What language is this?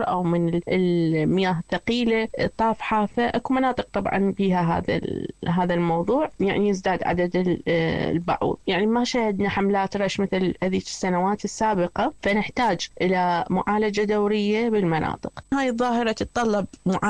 Mesopotamian Arabic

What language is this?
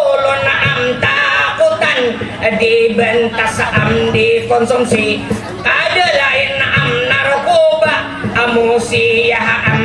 Banjar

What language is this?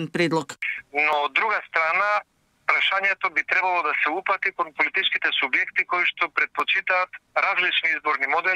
Macedonian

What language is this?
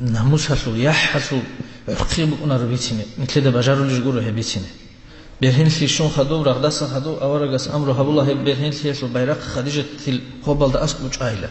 Avaric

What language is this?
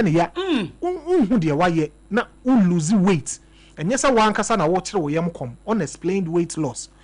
Akan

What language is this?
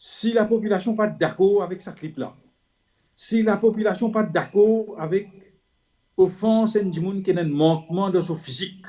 Morisyen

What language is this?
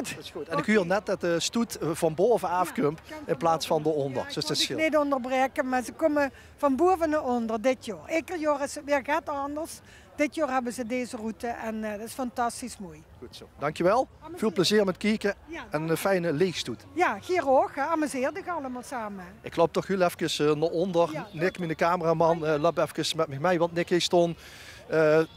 Limburgish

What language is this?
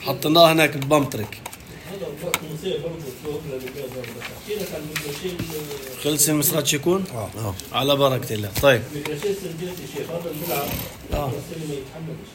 North Levantine Arabic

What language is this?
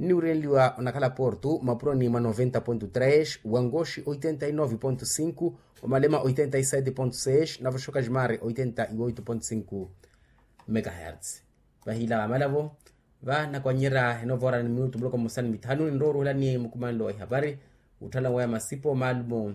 Makhuwa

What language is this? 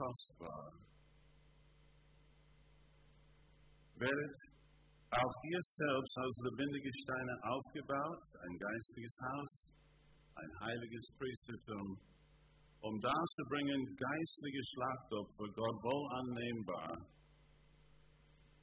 German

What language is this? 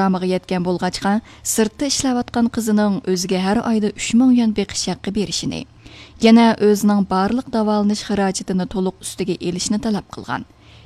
Uyghur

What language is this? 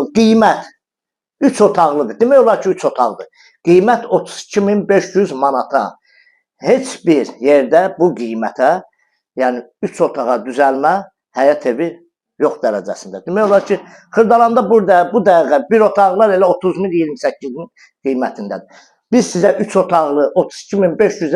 Azerbaijani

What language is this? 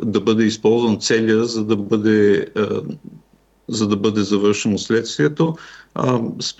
Bulgarian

